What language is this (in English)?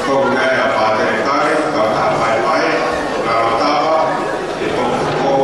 Tongan